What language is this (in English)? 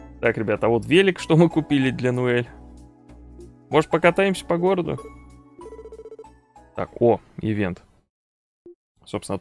Russian